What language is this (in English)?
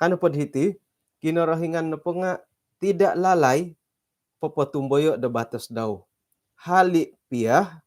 Central Dusun